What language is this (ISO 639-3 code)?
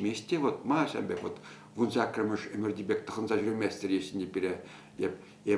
chv